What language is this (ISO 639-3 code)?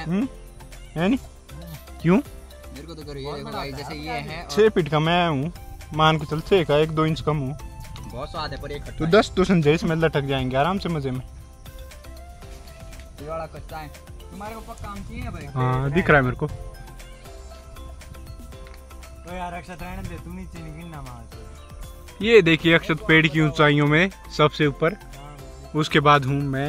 hin